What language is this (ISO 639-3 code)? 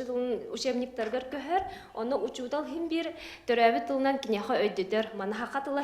sah